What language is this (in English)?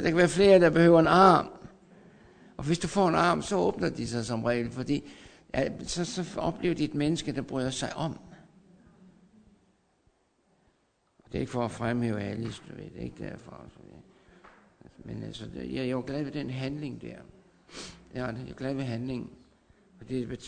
Danish